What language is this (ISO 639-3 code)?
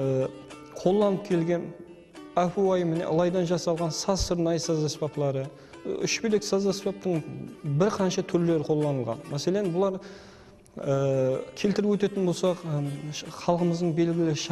kaa